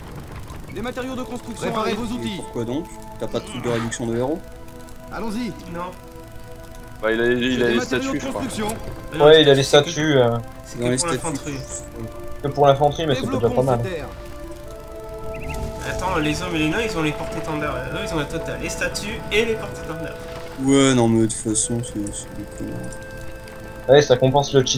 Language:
French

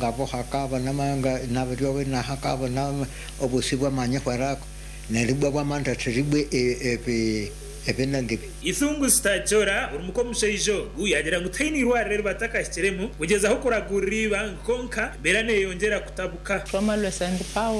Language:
Nyankole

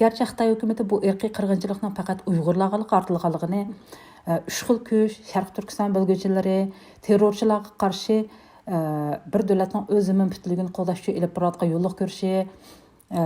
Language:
Uyghur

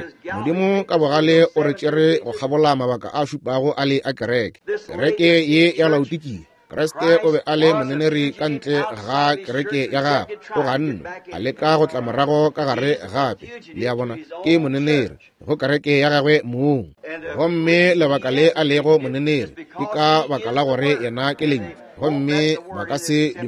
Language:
Northern Sotho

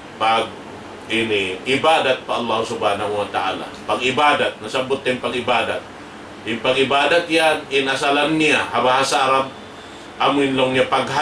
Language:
Tausug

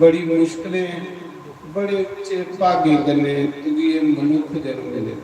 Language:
Dogri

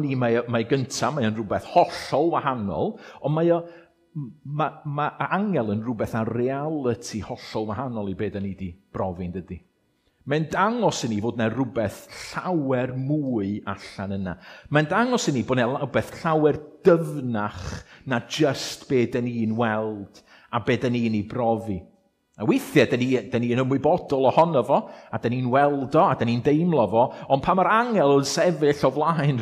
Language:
Welsh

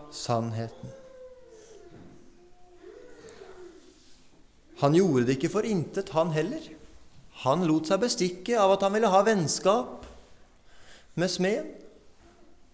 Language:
Norwegian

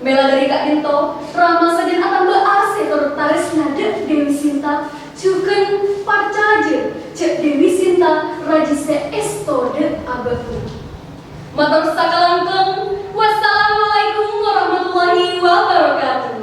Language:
Madurese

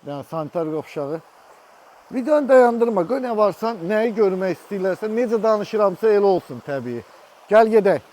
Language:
Azerbaijani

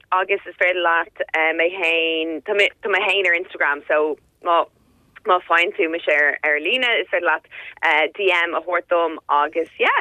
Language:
Irish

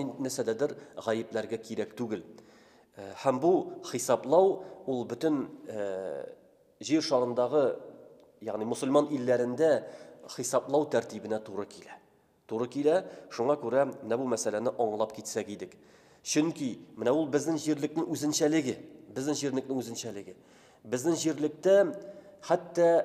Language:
Tatar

